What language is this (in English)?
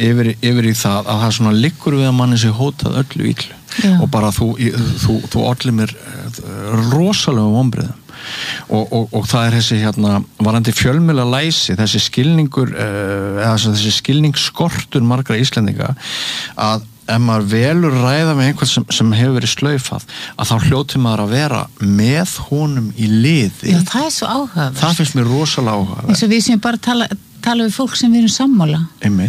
Icelandic